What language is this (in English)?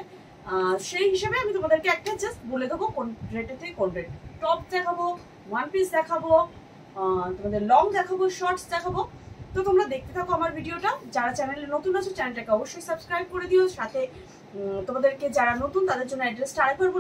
Bangla